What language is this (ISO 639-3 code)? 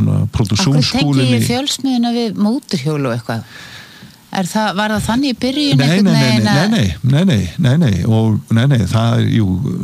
isl